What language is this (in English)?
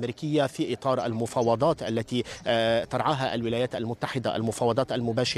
Arabic